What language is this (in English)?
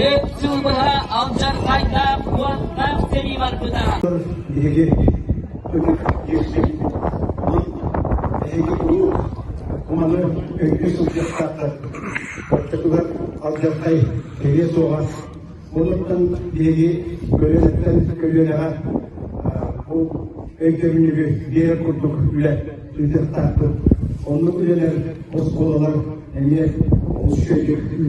Yakut